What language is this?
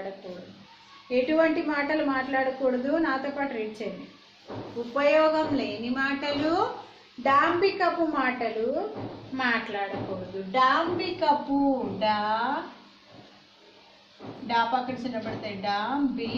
Telugu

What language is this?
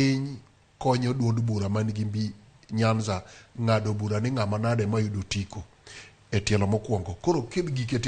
Luo (Kenya and Tanzania)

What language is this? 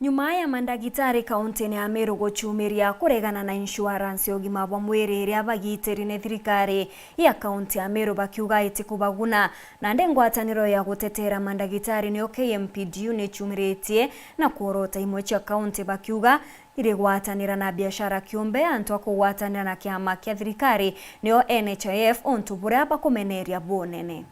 Meru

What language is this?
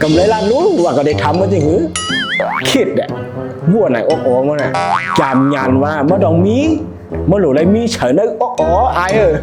Shan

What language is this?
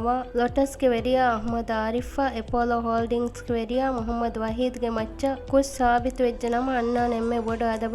Divehi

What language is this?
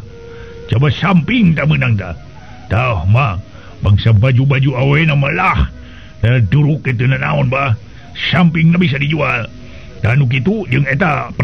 Sundanese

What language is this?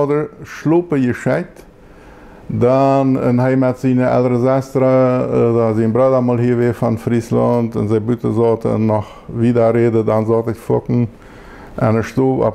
Plautdietsch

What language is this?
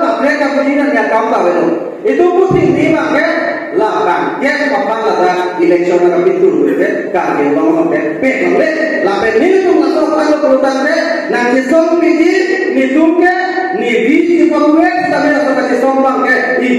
Karbi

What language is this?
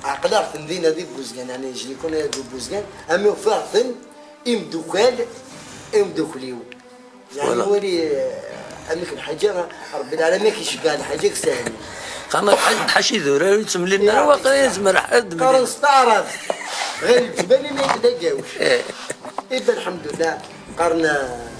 Kabyle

